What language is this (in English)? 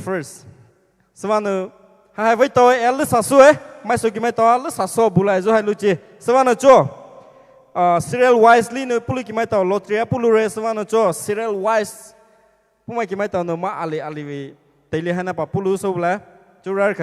Poumei Naga